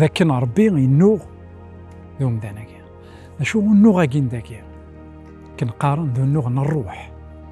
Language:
Kabyle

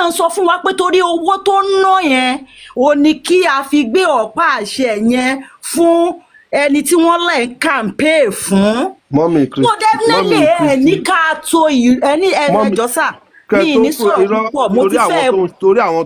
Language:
Yoruba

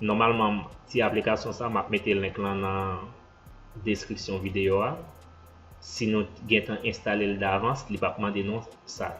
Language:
Haitian Creole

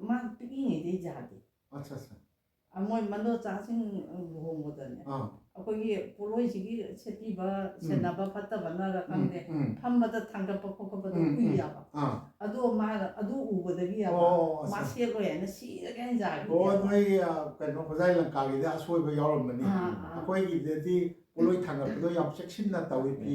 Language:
Manipuri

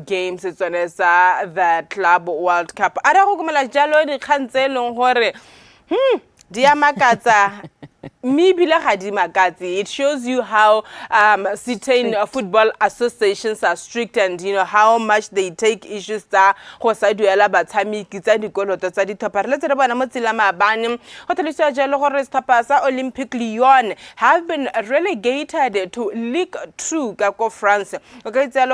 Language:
Tswana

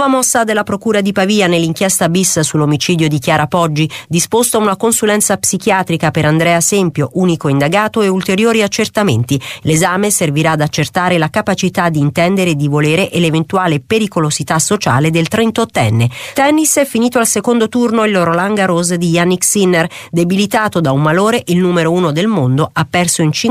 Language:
Italian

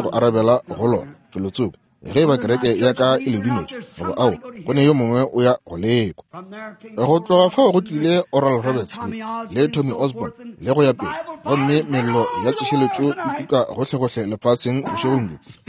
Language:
Northern Sotho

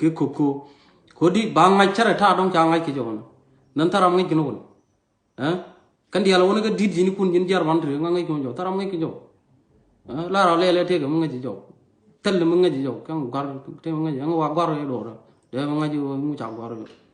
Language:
Nuer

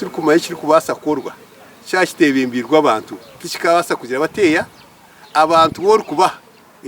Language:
Nyankole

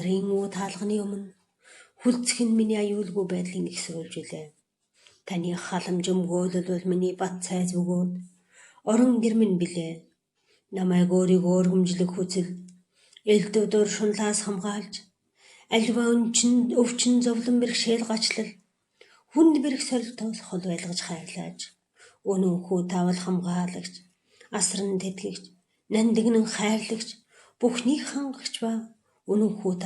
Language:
Mongolian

